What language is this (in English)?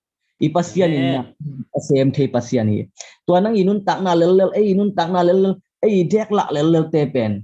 Tedim Chin